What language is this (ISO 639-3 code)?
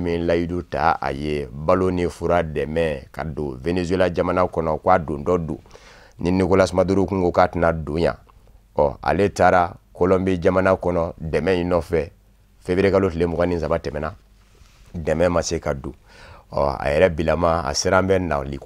bam